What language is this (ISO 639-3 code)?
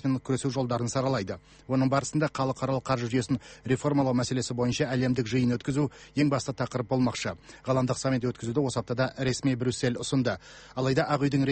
kaz